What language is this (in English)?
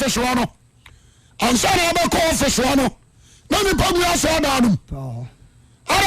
Akan